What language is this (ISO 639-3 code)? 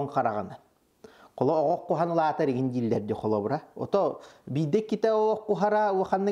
sah